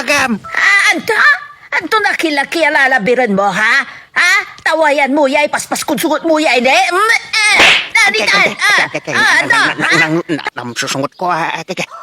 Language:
Pangasinan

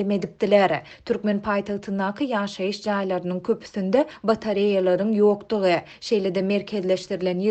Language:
Turkmen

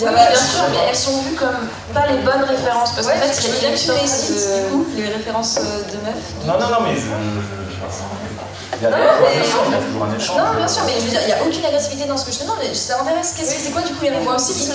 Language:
French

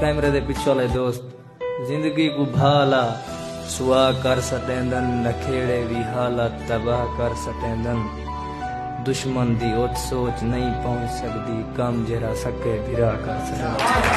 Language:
Saraiki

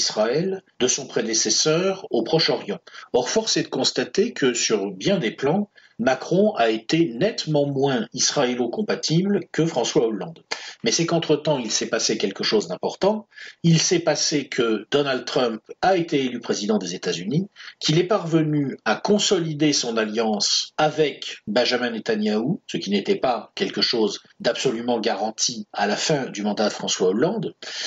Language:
French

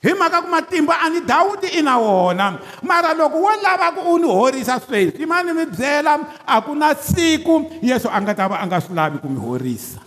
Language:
Tsonga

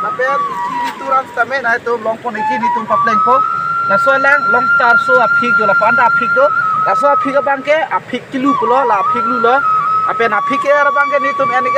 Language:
Karbi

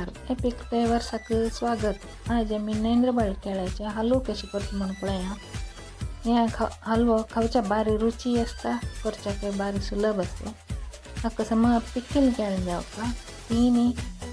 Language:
Konkani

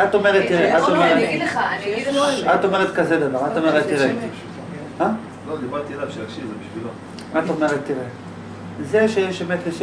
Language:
Hebrew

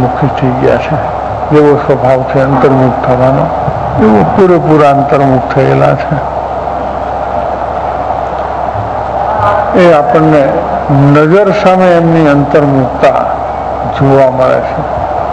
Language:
Gujarati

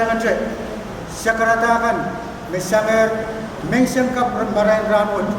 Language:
Pohnpeian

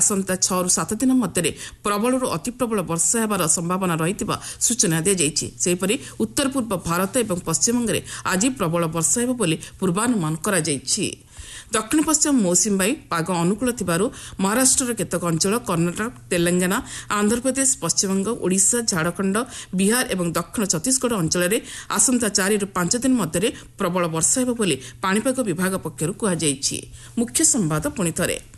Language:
Odia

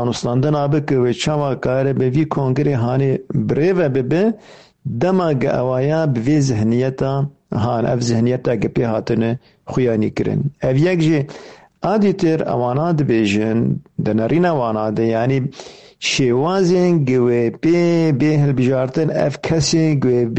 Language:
Kurdish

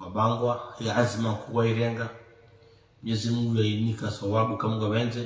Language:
Ngazidja Comorian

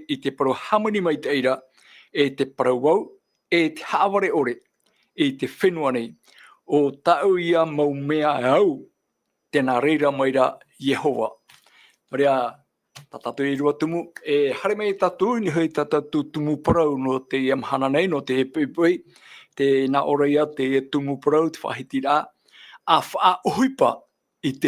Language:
Tahitian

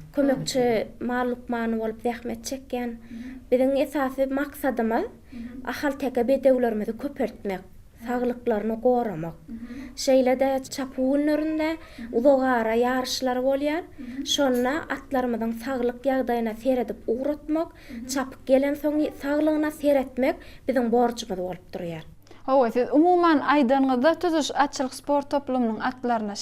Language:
Turkmen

